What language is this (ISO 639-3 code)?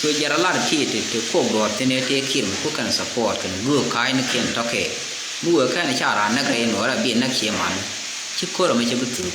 nus